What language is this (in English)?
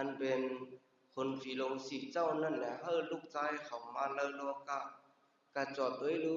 Shan